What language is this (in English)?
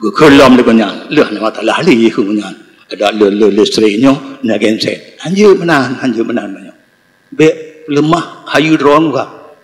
Achinese